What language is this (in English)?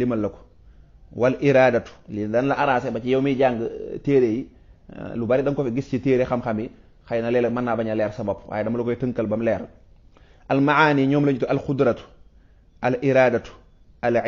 Wolof